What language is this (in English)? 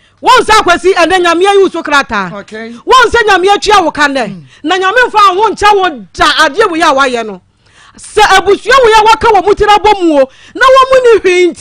Akan